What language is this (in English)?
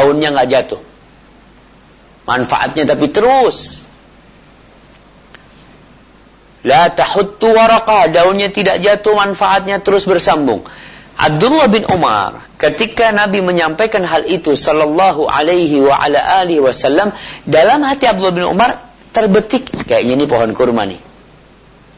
Indonesian